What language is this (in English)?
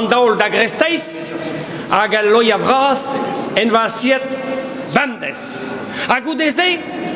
Breton